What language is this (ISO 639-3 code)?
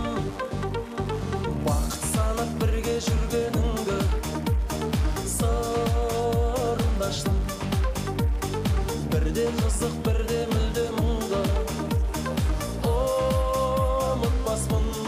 kaz